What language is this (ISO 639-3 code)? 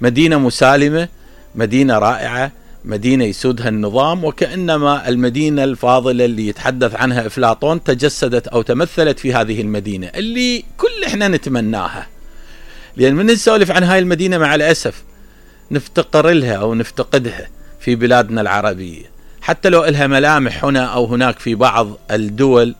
acm